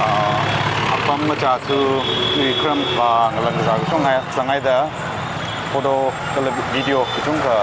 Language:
Tangkhul Naga (India)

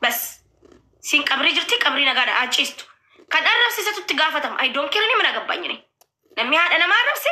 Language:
Oromo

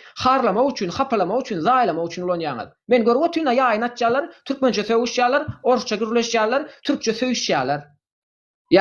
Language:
Turkmen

